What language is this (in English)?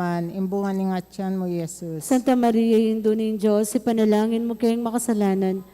Pampanga